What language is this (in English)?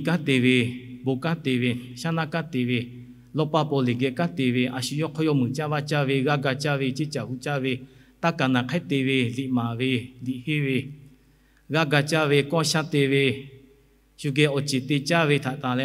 Lahu